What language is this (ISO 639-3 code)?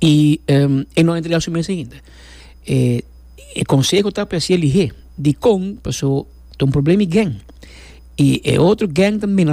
pap